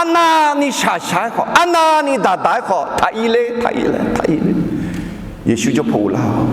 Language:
Akha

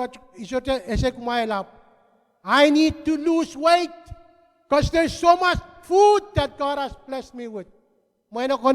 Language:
Pohnpeian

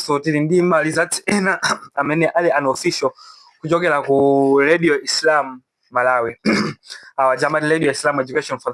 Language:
Nyanja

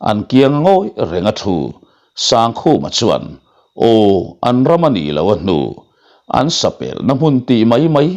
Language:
Mizo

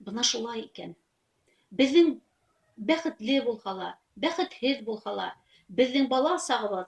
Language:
Bashkir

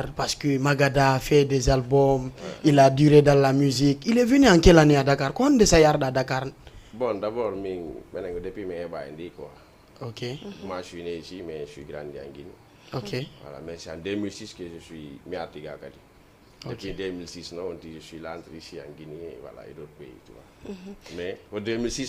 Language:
Fula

